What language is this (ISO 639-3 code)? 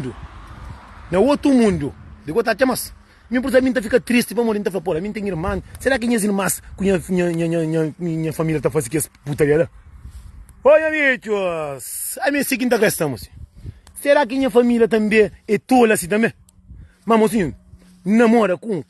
kea